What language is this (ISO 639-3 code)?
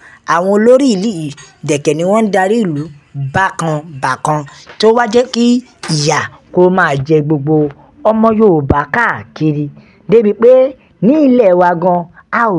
yor